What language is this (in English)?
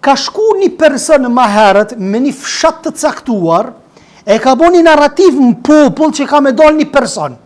Albanian